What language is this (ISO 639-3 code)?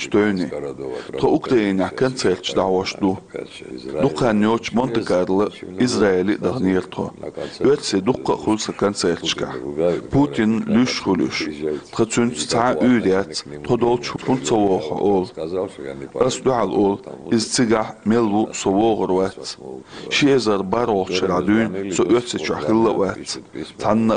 che